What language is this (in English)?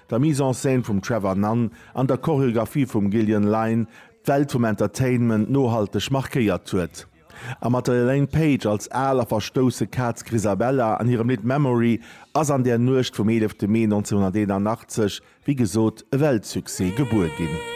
Luxembourgish